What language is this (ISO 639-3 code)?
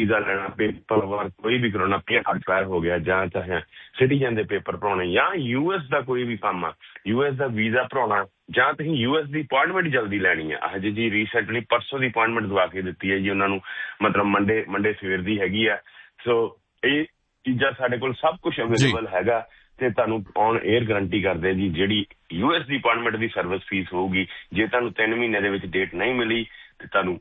pan